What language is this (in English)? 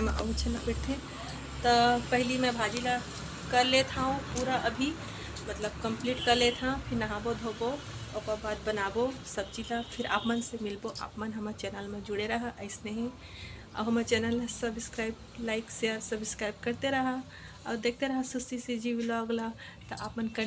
Chhattisgarhi